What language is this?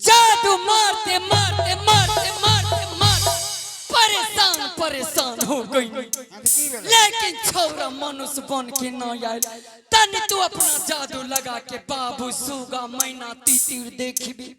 Angika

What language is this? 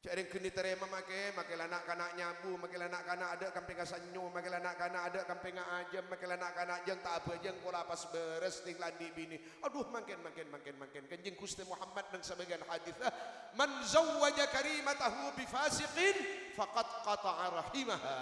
Madurese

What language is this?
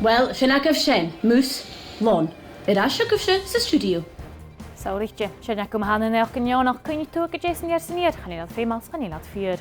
Scottish Gaelic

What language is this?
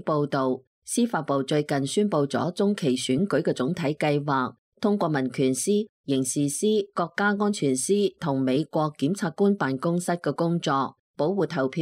Cantonese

